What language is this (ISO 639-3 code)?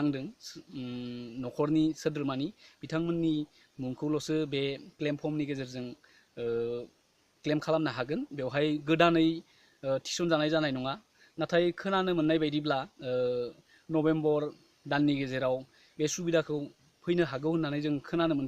brx